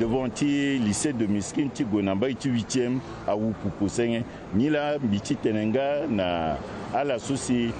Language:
Sango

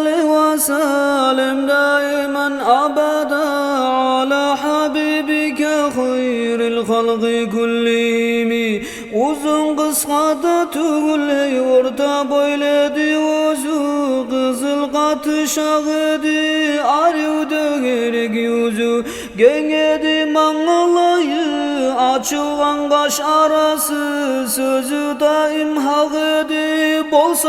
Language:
Kumyk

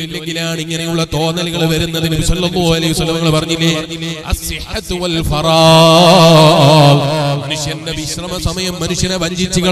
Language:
Malayalam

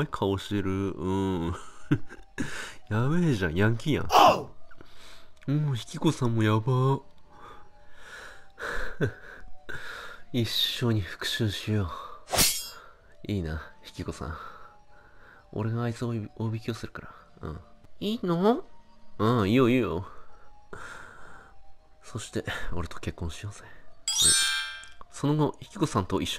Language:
Japanese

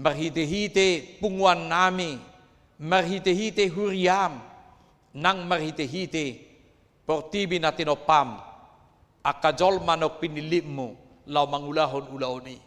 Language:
Batak Toba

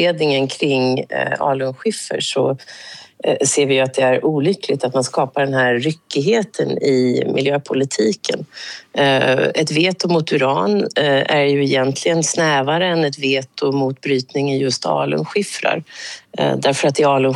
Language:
Swedish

